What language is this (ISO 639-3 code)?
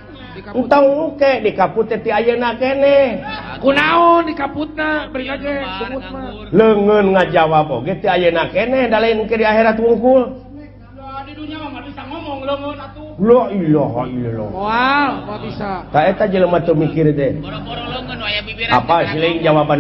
sun